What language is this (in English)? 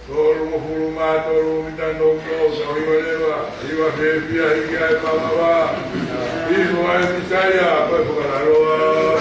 Tongan